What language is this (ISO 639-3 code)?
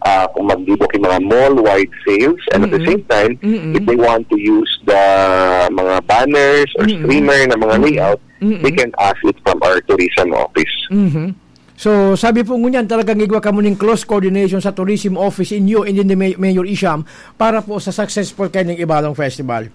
bik